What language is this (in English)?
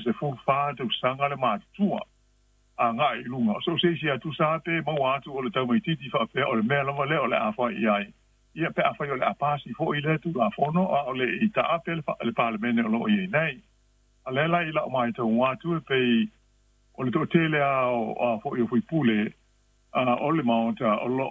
Samoan